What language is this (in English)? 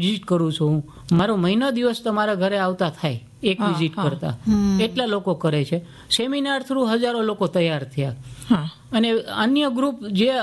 Gujarati